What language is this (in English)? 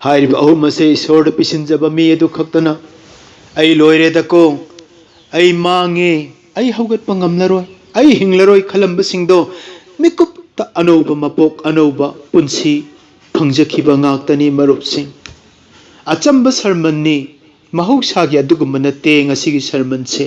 Manipuri